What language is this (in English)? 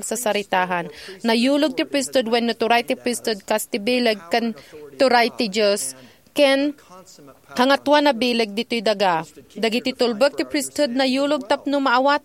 Iloko